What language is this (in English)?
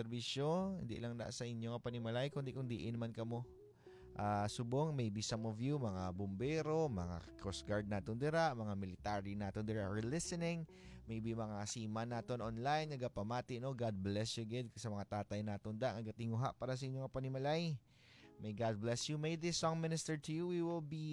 Hiligaynon